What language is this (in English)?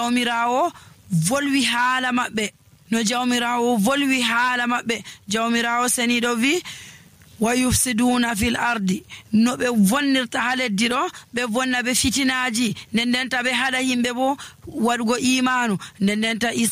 Nigerian Fulfulde